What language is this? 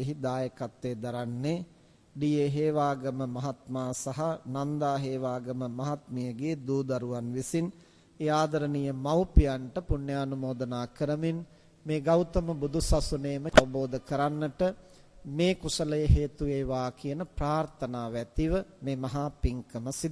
Sinhala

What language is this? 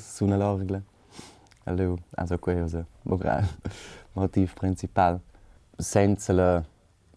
Romansh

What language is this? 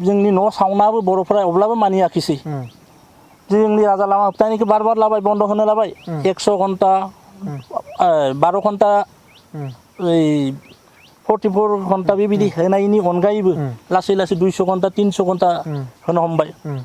Bodo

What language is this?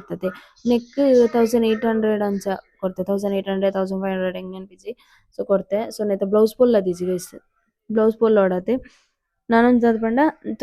Tulu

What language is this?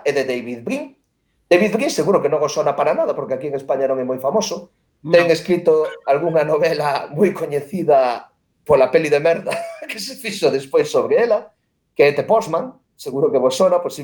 Galician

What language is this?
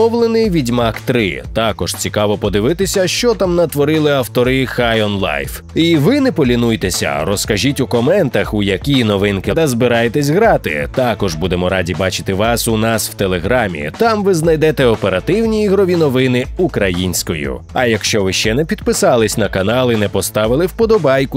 Ukrainian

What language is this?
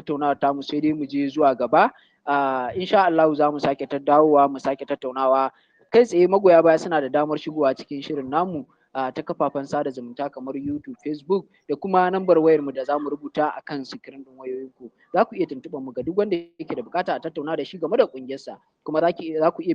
Hausa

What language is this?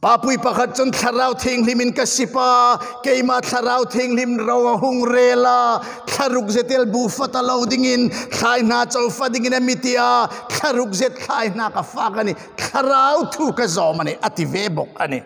Hmar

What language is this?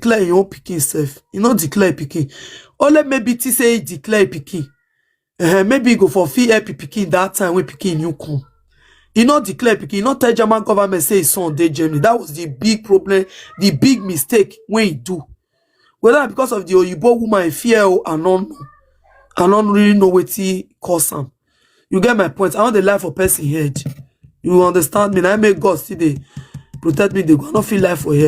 Nigerian Pidgin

